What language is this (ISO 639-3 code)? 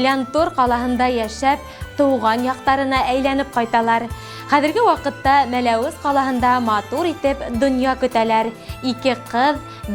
bak